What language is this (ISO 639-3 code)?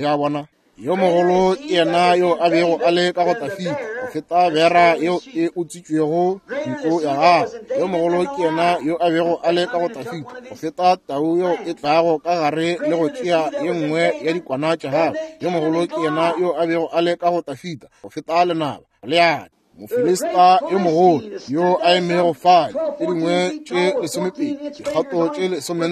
nso